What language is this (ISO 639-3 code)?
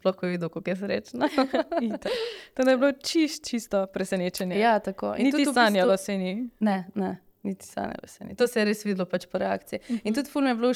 slv